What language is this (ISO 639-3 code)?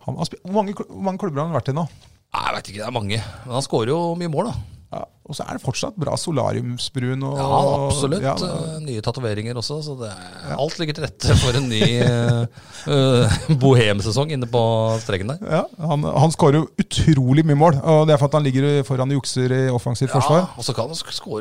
nor